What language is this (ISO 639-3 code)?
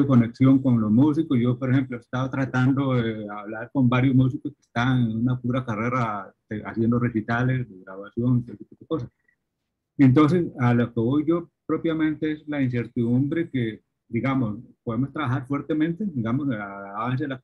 spa